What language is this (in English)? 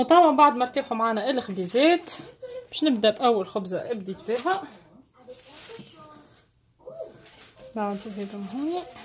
Tunisian Arabic